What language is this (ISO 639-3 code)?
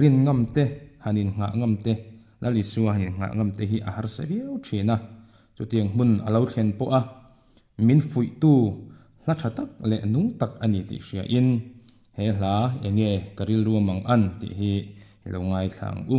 lus